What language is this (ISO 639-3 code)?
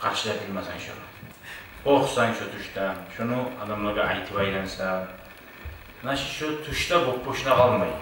kum